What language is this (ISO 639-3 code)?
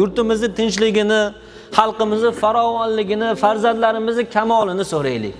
uzb